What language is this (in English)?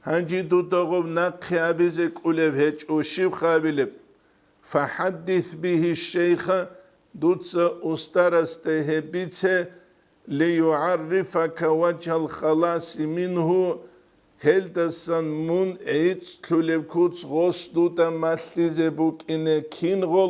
Avaric